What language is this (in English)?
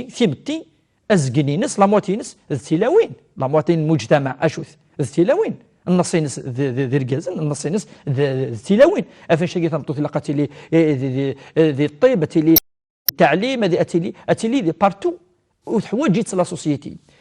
Kabyle